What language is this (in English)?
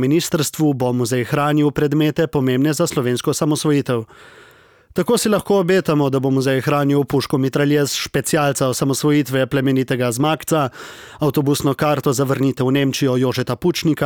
Slovenian